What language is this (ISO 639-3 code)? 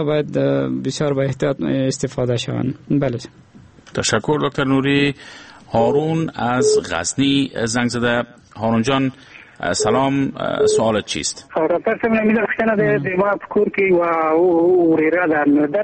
fas